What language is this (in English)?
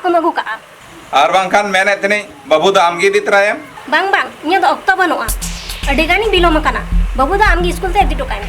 Santali